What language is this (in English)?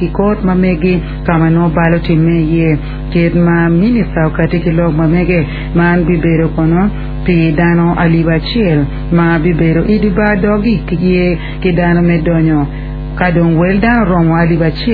Acoli